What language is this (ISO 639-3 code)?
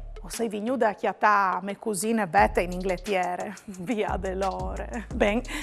fur